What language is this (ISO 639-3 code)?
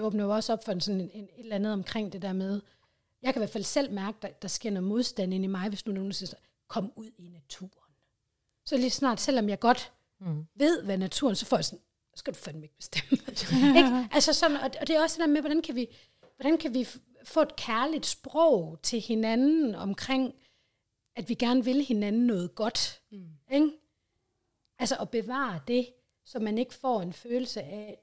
dan